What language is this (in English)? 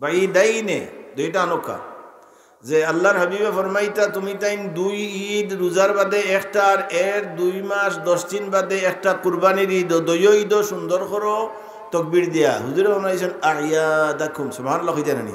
Sylheti